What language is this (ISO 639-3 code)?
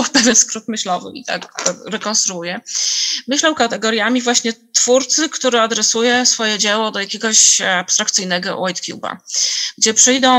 pol